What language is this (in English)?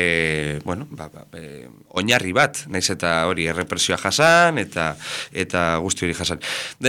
Basque